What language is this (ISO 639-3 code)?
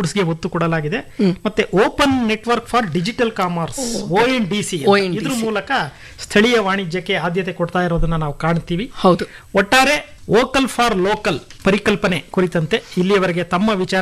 kan